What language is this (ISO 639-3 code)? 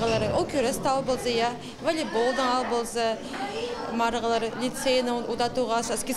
kjh